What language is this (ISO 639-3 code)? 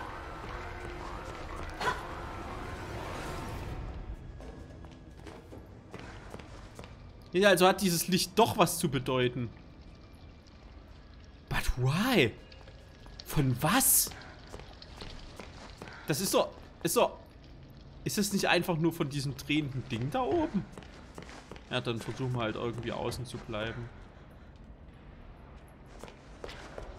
deu